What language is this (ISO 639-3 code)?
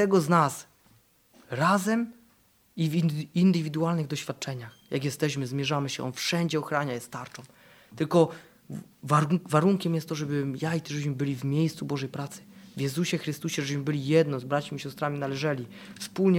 pol